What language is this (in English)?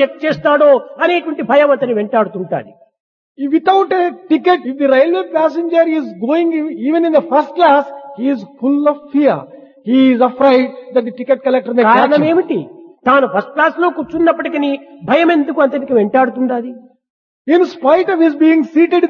Telugu